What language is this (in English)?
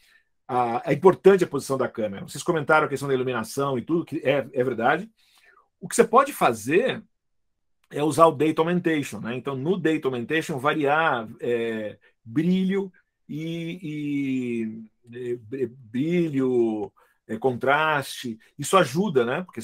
Portuguese